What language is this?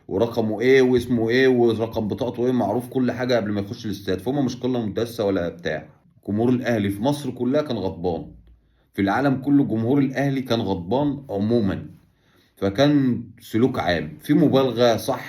Egyptian Arabic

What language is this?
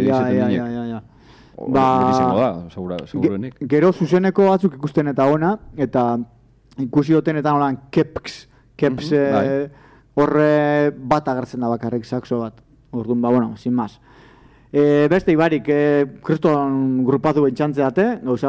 Basque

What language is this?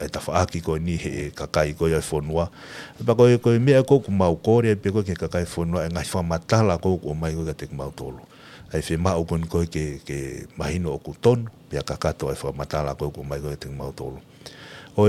Tongan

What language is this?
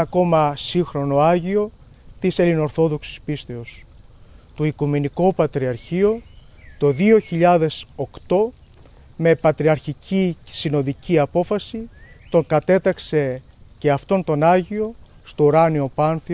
Greek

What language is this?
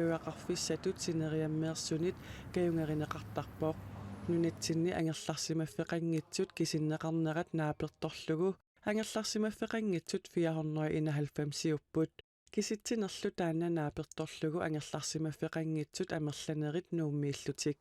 Kalaallisut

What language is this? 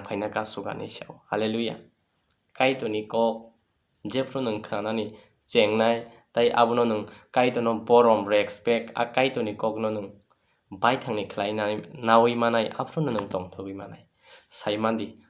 Kok Borok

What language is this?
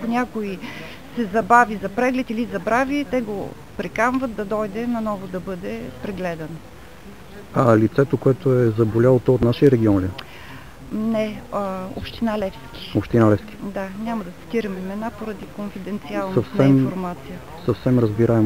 Bulgarian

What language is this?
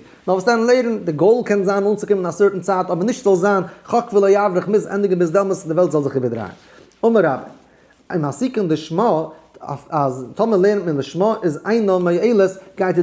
Yiddish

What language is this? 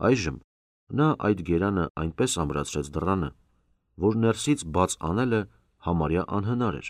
Armenian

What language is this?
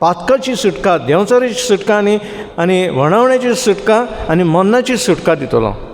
Konkani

